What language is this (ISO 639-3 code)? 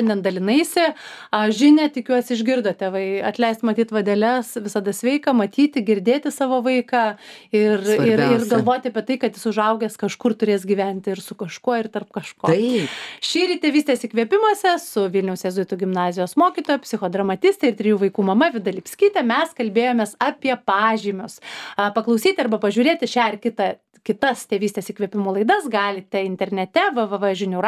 lit